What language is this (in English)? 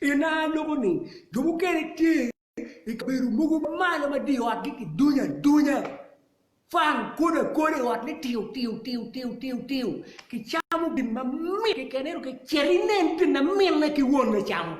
Acoli